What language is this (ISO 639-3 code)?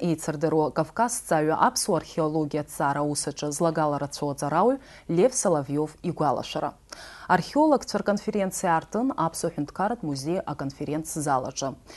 abk